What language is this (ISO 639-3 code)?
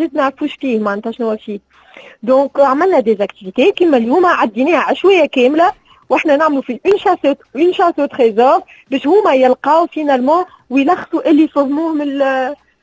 aeb